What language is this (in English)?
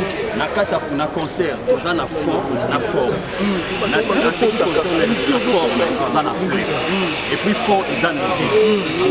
Lingala